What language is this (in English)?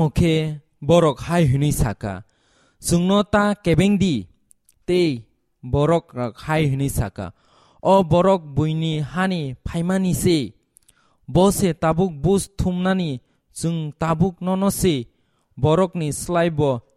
Kok Borok